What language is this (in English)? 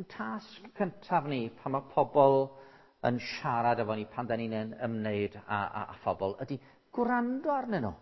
Welsh